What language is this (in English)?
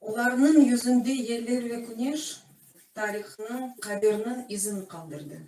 Crimean Tatar